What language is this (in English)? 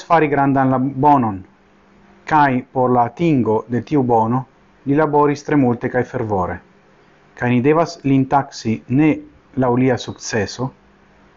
Esperanto